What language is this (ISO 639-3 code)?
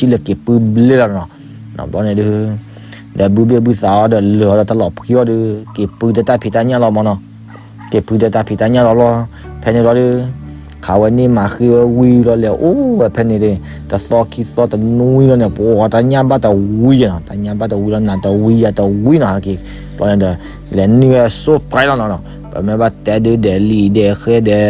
ksw